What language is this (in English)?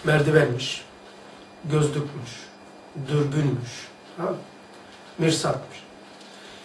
Turkish